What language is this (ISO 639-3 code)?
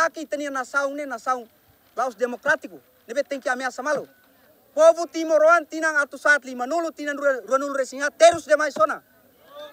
tet